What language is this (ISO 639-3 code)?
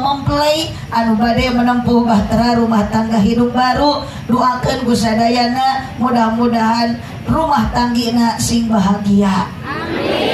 sun